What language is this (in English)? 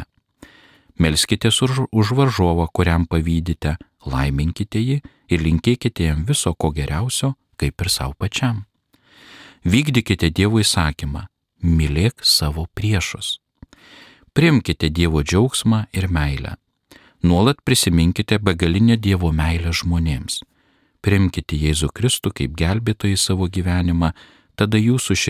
Lithuanian